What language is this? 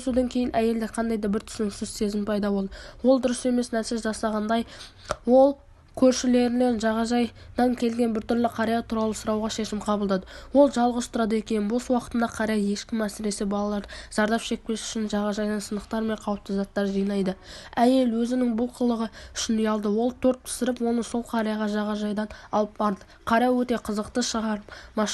Kazakh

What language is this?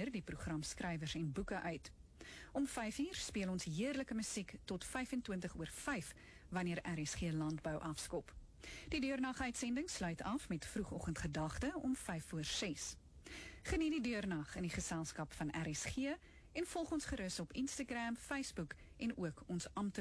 Afrikaans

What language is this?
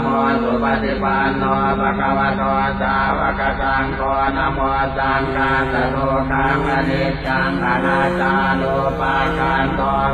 Pali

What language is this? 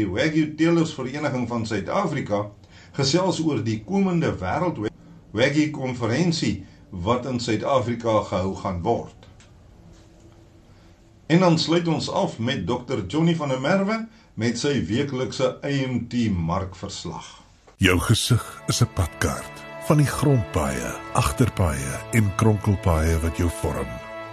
Afrikaans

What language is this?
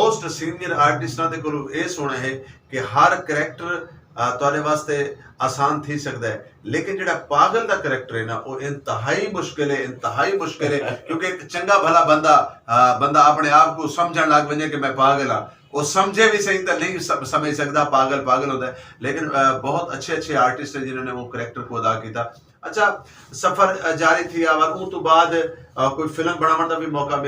Saraiki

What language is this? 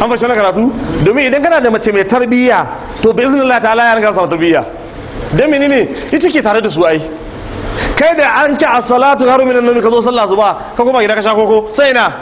Hausa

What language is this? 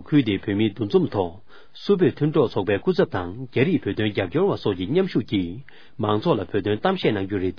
Tibetan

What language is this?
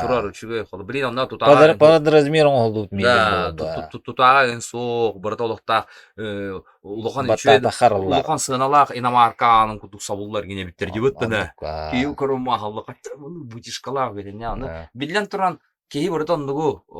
Yakut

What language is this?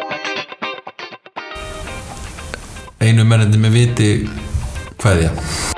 Icelandic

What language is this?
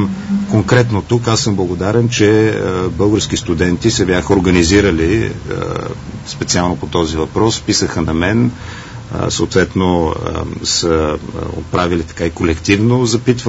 Bulgarian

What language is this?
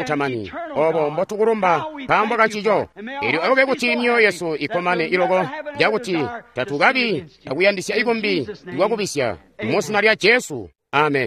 Tonga (Zambia)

